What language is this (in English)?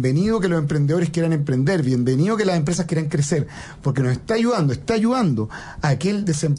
Spanish